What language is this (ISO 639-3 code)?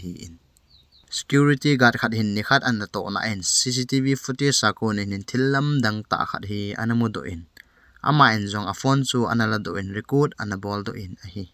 tcz